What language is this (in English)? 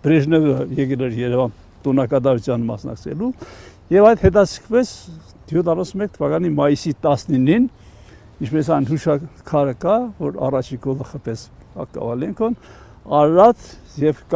Armenian